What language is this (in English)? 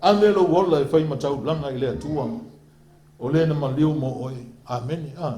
Samoan